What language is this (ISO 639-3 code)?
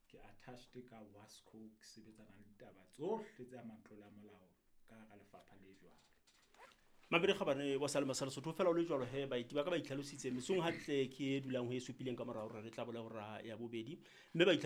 sot